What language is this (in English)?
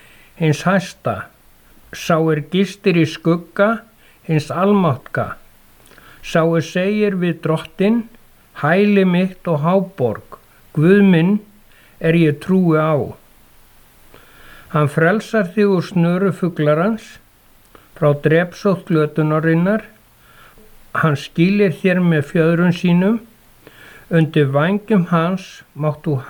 Icelandic